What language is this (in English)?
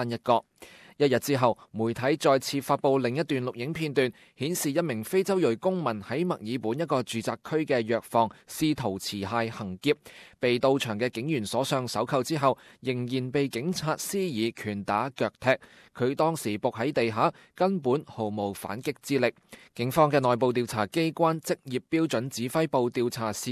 Cantonese